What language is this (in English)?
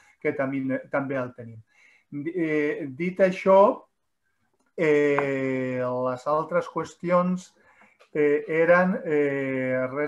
Catalan